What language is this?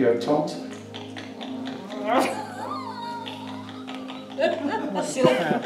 Dutch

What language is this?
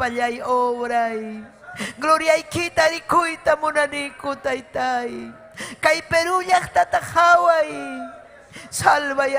Ayacucho Quechua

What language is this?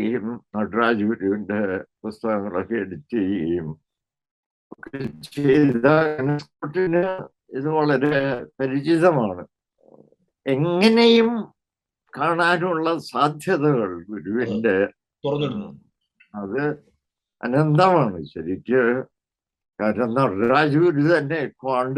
Malayalam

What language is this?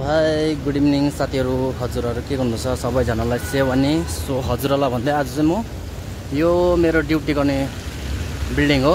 Nepali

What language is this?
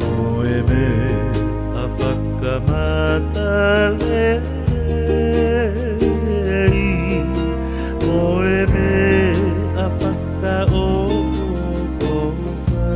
Tongan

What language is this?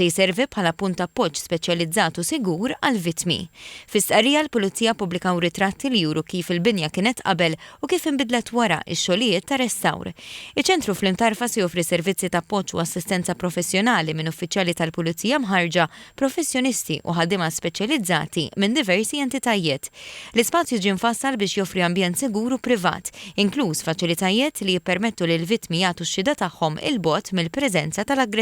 Maltese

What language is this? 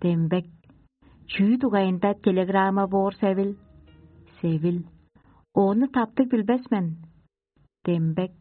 Tuvinian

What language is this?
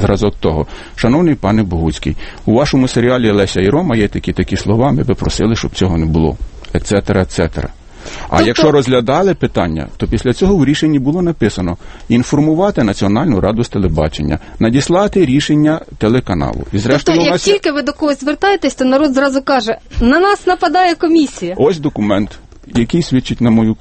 Ukrainian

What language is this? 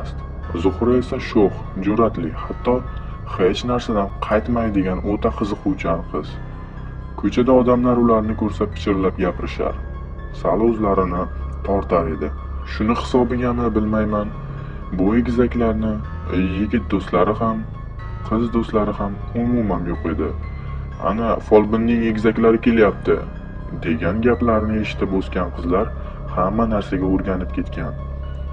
Uzbek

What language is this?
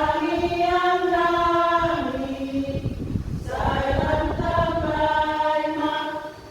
Batak Toba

